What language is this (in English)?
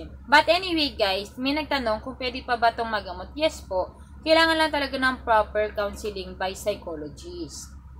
Filipino